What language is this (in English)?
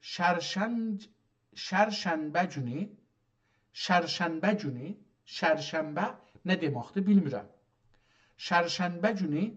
South Azerbaijani